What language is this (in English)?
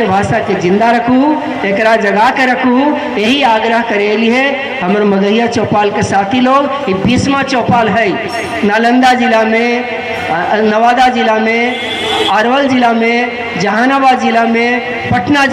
Magahi